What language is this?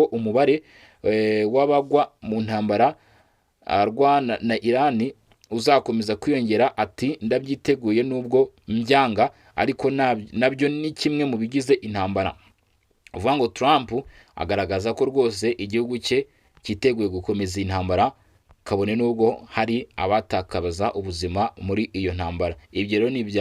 Kinyarwanda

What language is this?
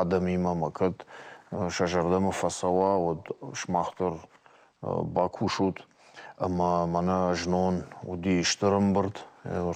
Ossetic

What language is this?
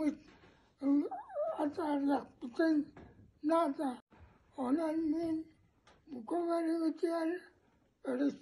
Yakut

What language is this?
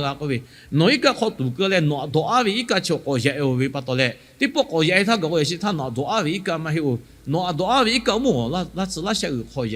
Lahu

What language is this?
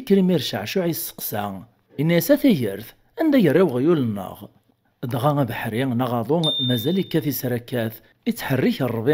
Kabyle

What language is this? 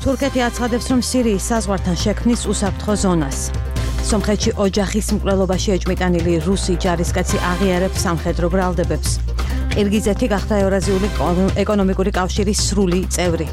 Georgian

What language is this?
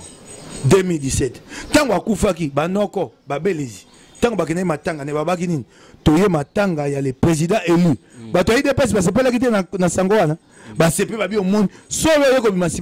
Lingala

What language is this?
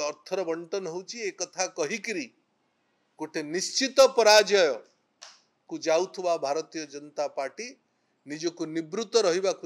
Odia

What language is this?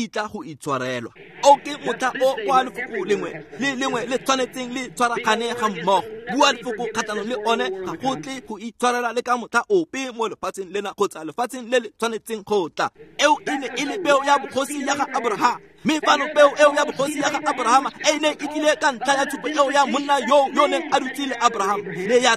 Tswana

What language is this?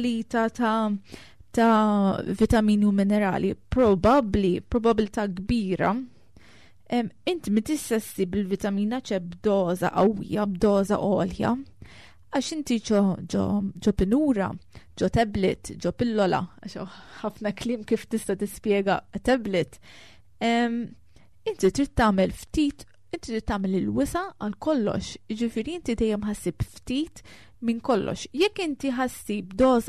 Maltese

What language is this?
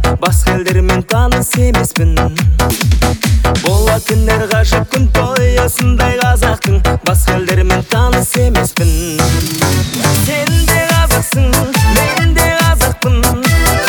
Kazakh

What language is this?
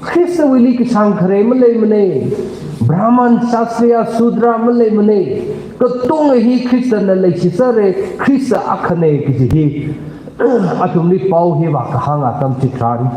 Tangkhul Naga (India)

